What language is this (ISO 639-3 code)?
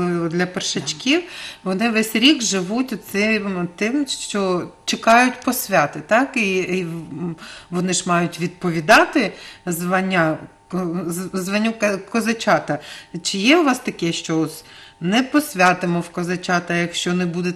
ukr